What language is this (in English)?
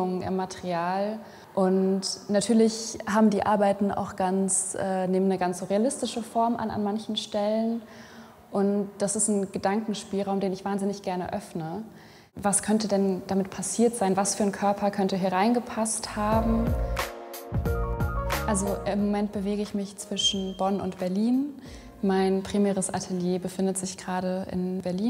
German